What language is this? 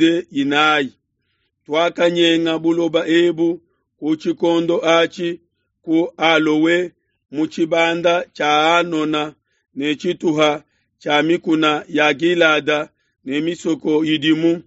Luba-Lulua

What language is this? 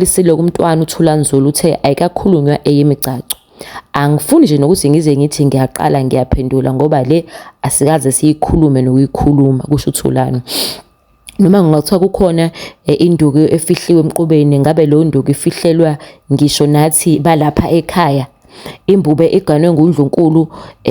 Zulu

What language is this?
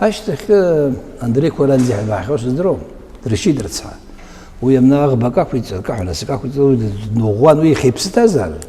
Abkhazian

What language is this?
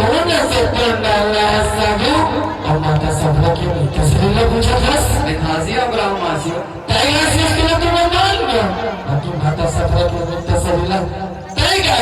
Chhattisgarhi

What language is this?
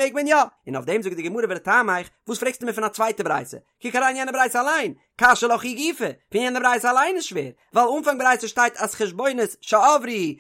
Yiddish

